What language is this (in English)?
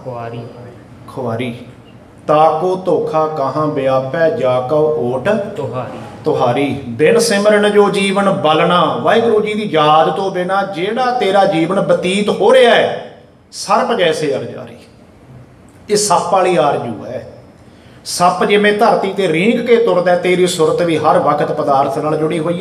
Punjabi